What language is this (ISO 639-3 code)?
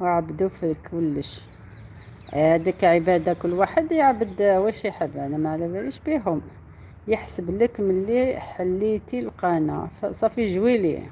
arq